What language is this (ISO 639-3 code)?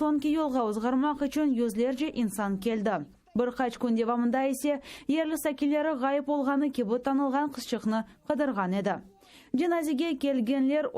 crh